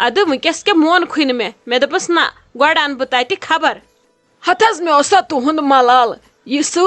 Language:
Kashmiri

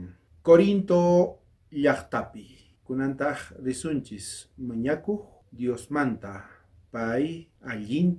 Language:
South Bolivian Quechua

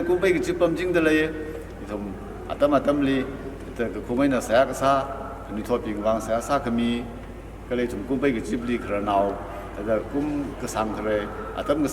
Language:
Tangkhul Naga (India)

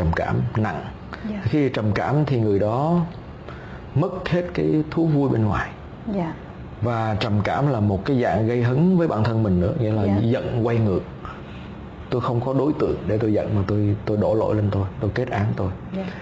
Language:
Vietnamese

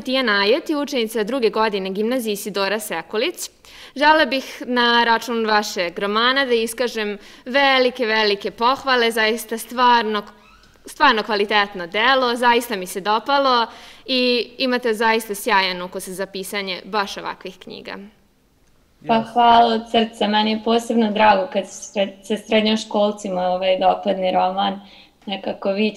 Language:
Serbian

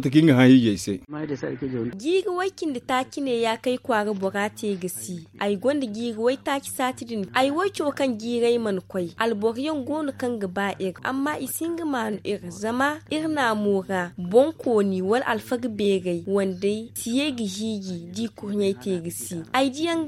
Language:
Zarma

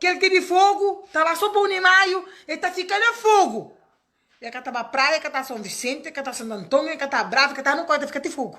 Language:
Kabuverdianu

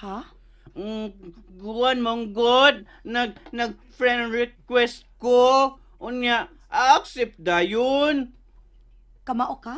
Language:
Cebuano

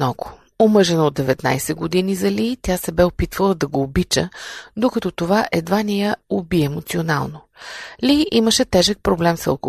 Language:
Bulgarian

